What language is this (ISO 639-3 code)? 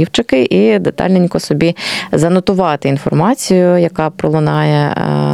ukr